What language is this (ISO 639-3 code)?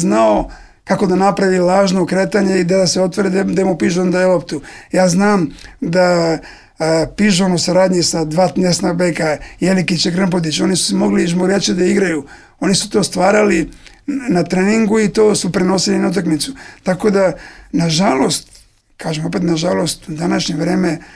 srp